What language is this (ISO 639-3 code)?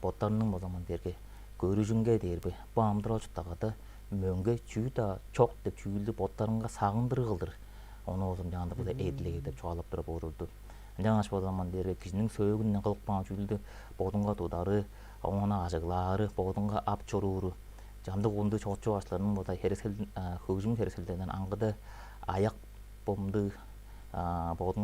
tyv